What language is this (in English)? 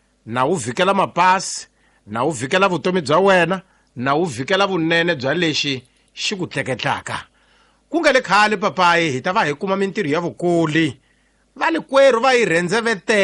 Tsonga